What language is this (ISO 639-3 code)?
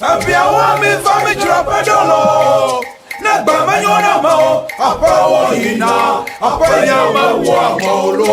ewe